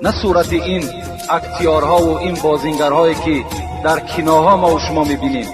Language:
Tajik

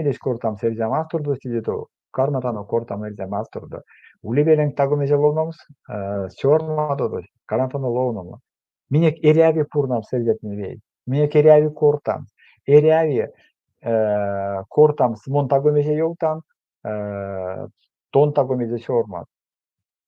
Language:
Erzya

